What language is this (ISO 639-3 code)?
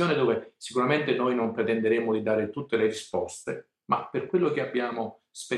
ita